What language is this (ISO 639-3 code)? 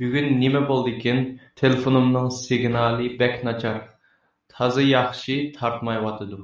uig